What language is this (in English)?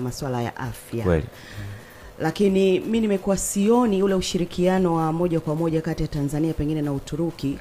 Swahili